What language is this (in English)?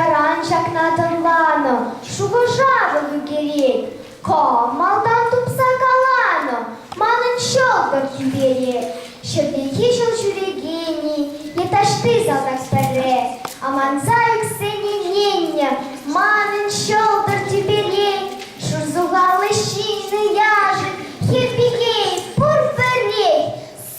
Chuvash